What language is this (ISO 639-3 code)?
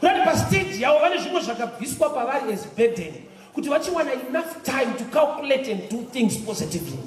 sna